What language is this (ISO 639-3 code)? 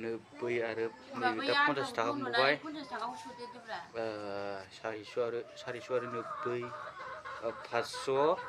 brx